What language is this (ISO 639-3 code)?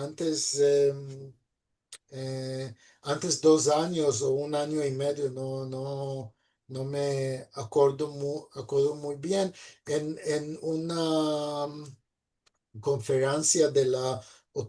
lad